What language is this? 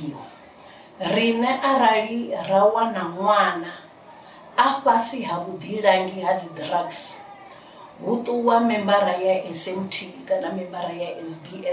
Venda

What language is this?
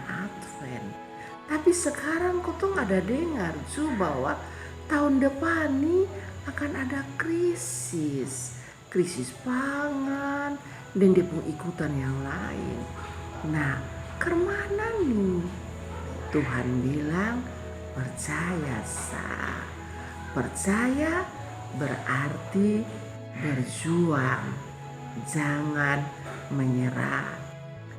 Kupang Malay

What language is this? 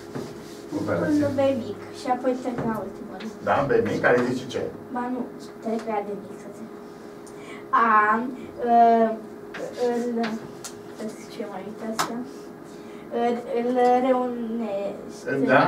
Romanian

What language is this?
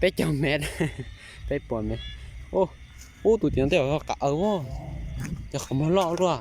Hmong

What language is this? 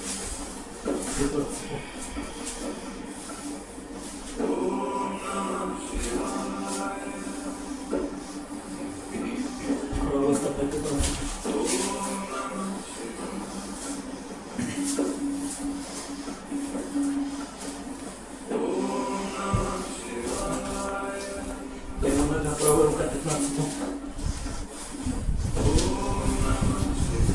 Russian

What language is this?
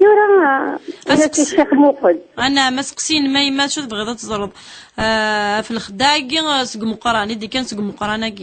Kabyle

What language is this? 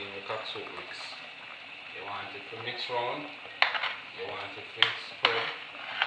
Jamaican Creole English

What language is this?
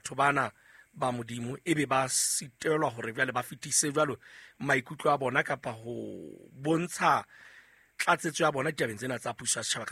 Southern Sotho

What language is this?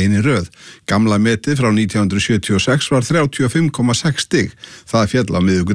Icelandic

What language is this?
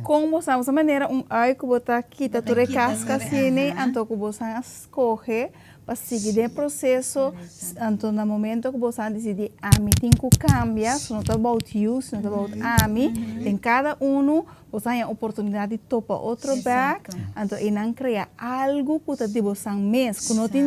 Papiamento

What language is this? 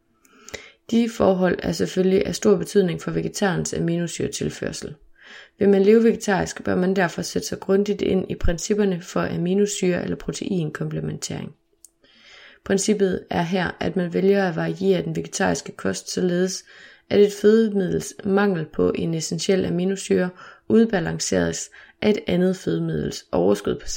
Danish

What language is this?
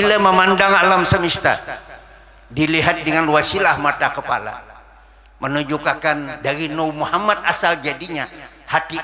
Banjar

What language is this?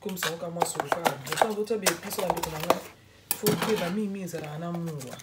Lingala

